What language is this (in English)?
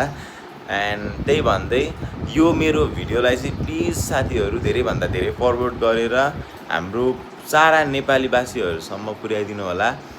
Nepali